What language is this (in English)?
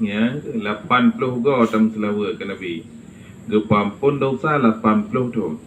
Achinese